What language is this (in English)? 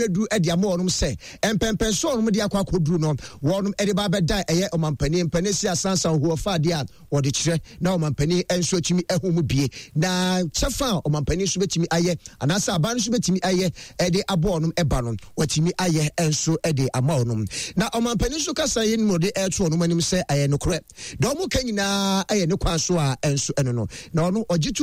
Akan